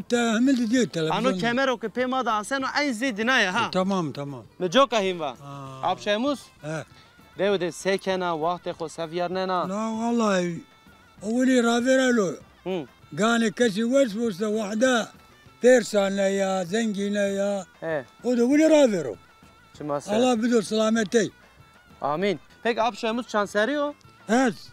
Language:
Zaza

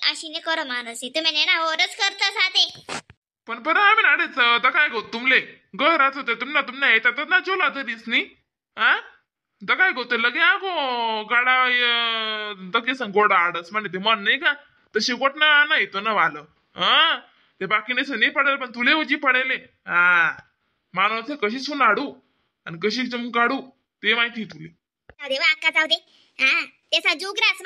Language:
Khandesi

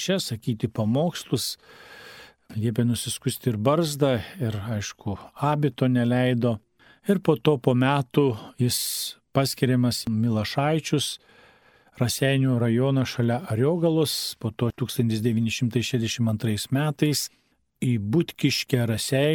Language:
Lithuanian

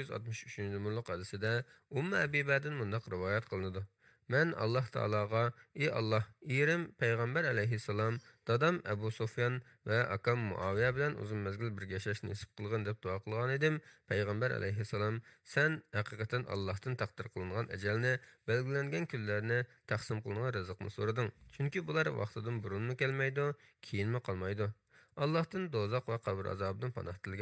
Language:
Uyghur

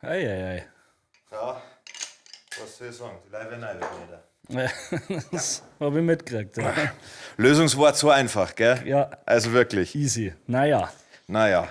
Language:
Bavarian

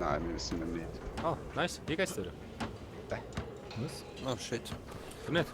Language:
Swiss German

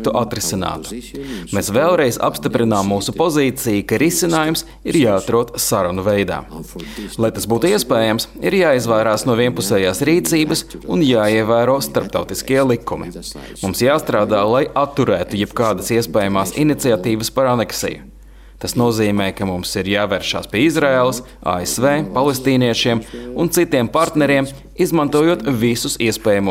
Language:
Latvian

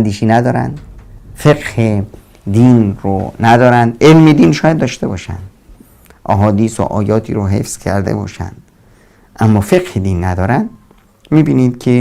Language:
Persian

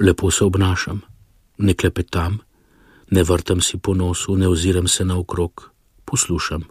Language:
Slovenian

